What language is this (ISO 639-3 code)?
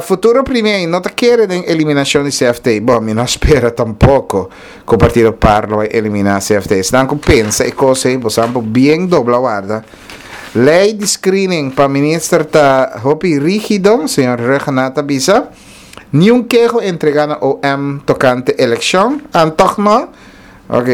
pap